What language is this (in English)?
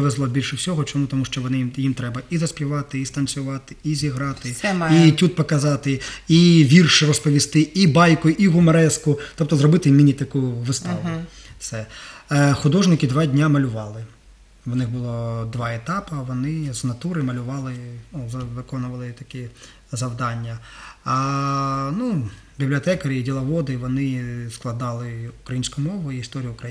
Ukrainian